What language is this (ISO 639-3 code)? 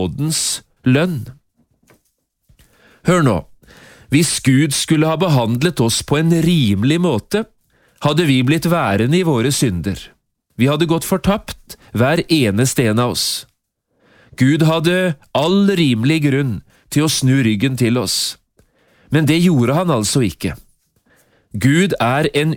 nor